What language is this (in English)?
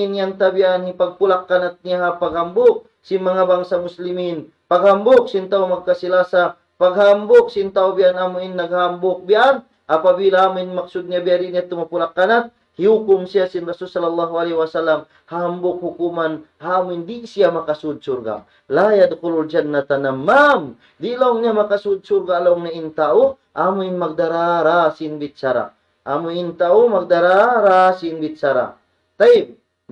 Tausug